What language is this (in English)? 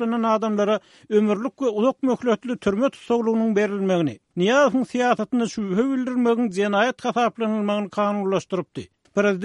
Turkmen